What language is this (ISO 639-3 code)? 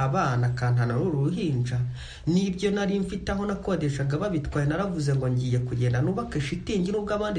kin